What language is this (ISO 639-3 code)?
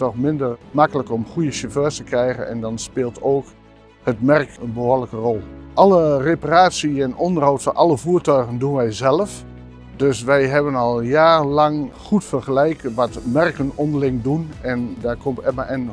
nld